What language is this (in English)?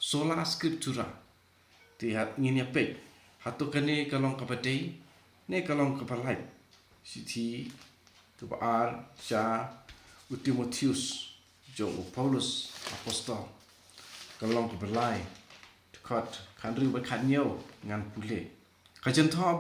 Khasi